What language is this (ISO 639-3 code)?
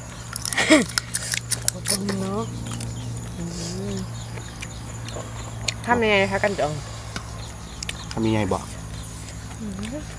tha